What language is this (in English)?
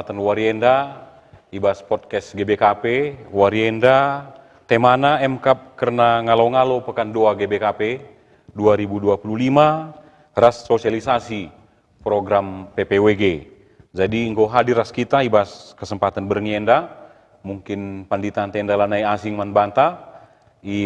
Batak Karo